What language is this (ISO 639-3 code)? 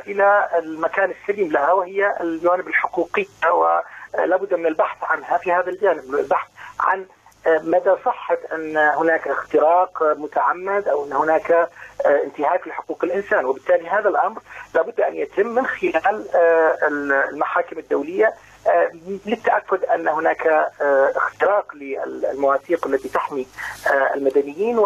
ara